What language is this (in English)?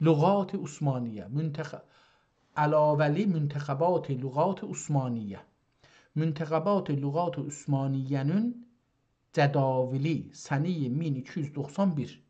South Azerbaijani